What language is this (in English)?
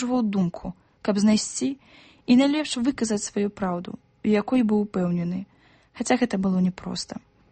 Belarusian